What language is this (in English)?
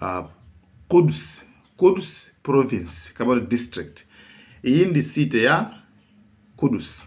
Nyanja